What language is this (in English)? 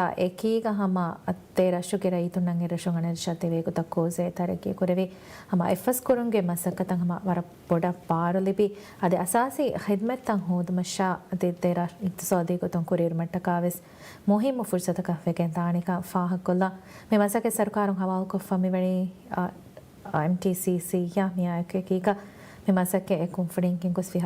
Divehi